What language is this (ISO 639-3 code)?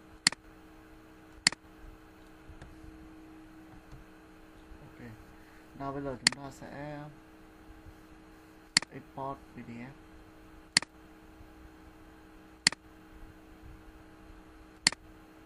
vie